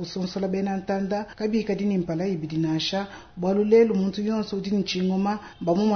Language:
Luba-Lulua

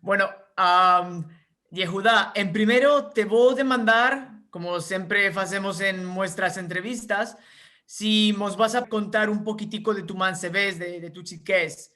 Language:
Ladino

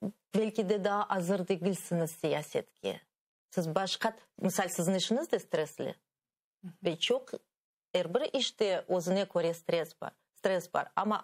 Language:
Crimean Tatar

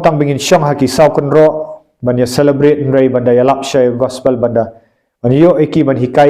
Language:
Khasi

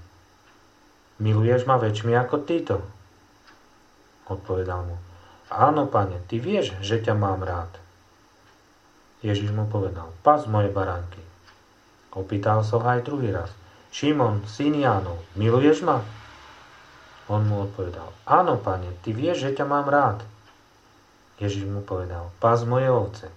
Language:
Slovak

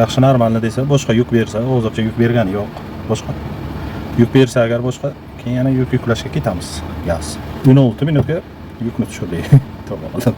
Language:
Uzbek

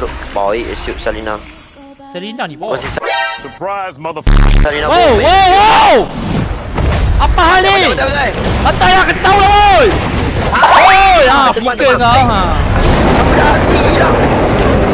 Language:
Malay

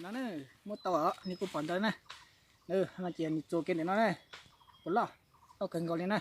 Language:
Hmong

